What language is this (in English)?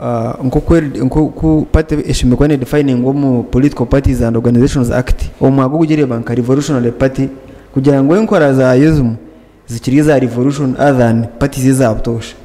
Nyankole